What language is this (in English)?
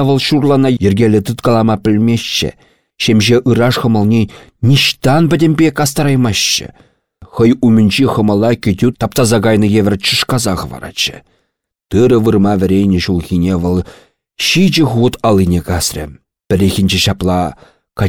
Chuvash